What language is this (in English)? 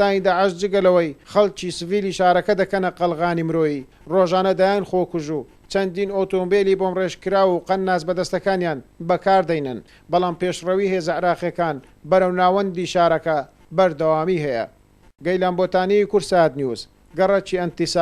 Central Kurdish